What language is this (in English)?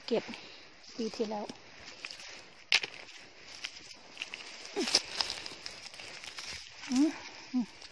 Thai